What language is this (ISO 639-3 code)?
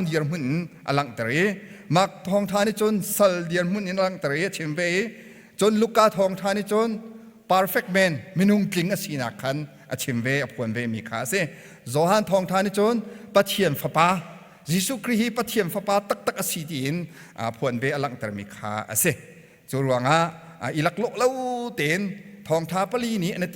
cnh